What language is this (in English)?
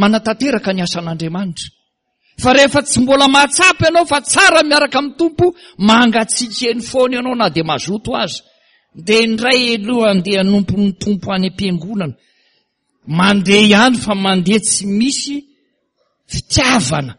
Malagasy